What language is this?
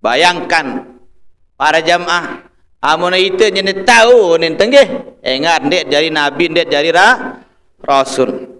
Sasak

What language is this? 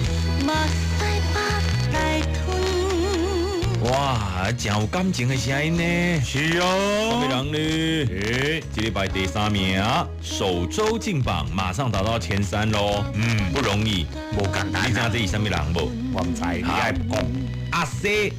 Min Nan Chinese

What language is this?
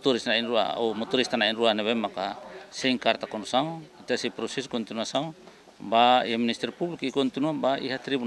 Tetum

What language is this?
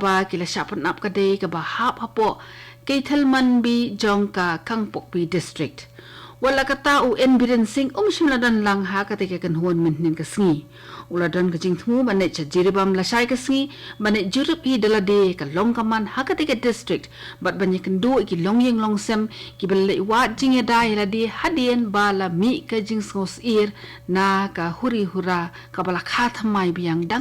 Khasi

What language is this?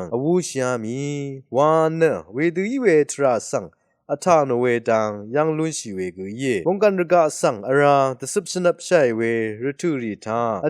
Rawang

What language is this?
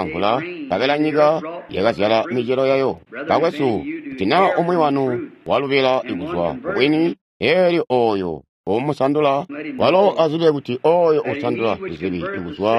Tonga (Zambia)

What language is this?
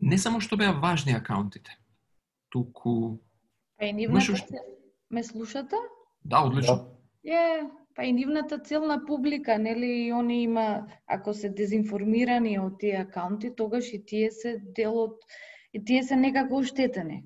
Macedonian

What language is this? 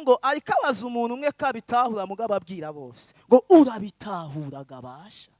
Rundi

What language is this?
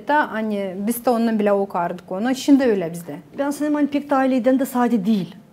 Gagauz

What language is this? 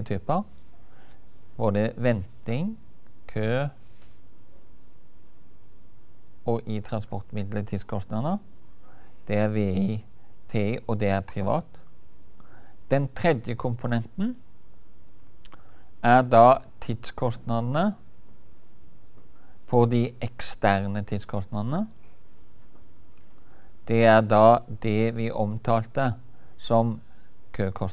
Norwegian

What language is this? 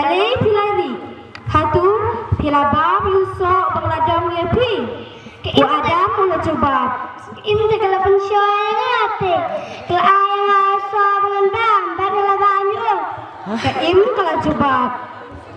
Khasi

